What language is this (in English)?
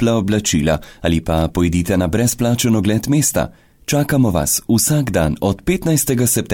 Slovenian